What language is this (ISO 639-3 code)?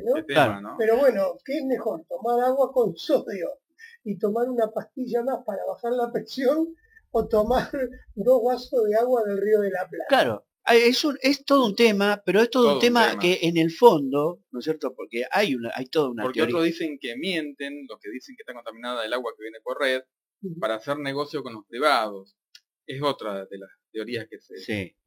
spa